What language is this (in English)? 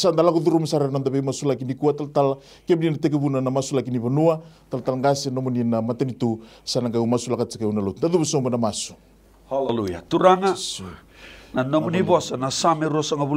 Fijian